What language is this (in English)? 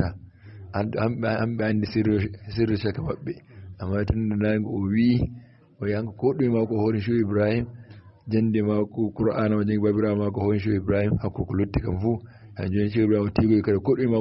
Fula